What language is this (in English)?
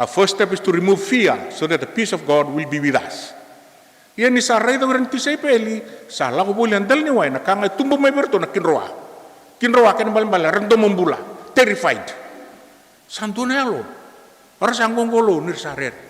Fijian